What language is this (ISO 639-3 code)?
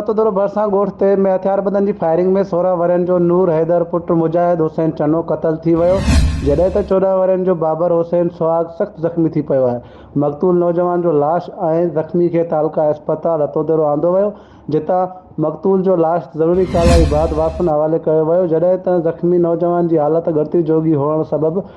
snd